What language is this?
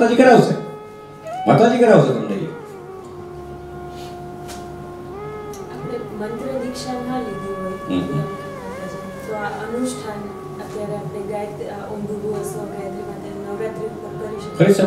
Gujarati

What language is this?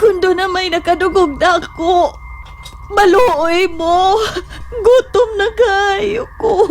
Cebuano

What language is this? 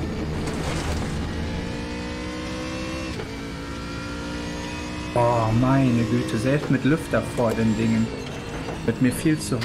German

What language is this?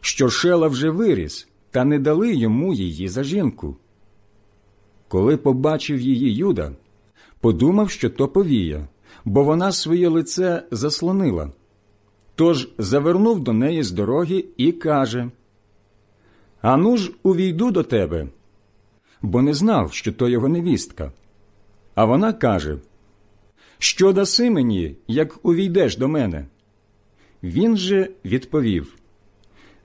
Ukrainian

